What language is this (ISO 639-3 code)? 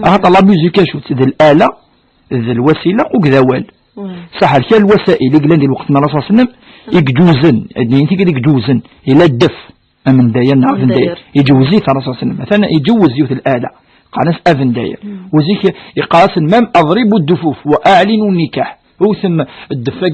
kab